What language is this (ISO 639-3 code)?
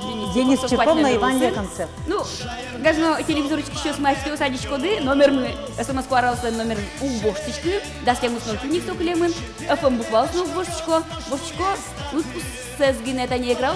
udm